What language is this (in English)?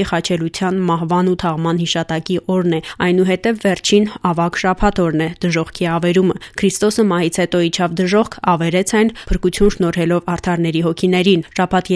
Armenian